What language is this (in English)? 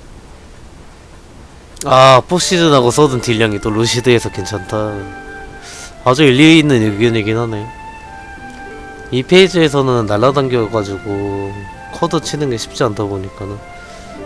Korean